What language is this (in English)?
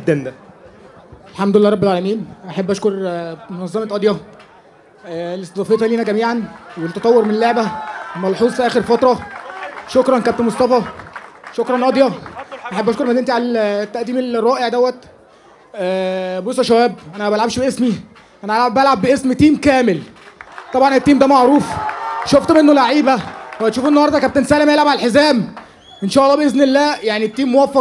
Egyptian Arabic